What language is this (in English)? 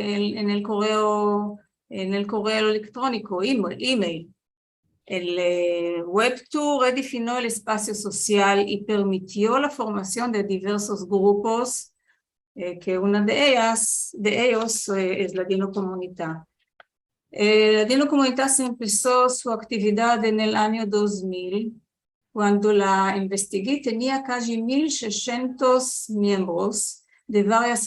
Ladino